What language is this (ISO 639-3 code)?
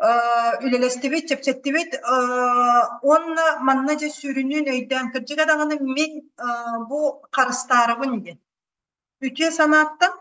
sah